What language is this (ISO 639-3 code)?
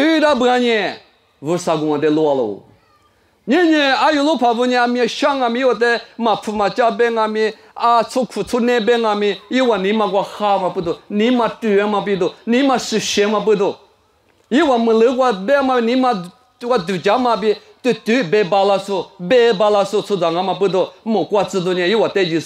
lis